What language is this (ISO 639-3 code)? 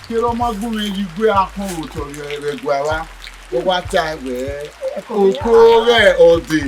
bin